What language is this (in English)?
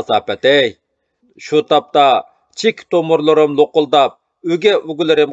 Uyghur